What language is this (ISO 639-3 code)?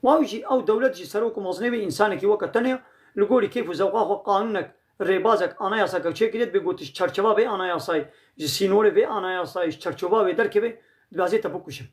kur